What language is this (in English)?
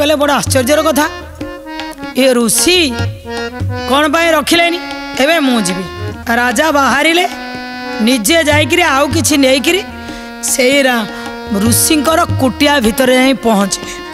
Odia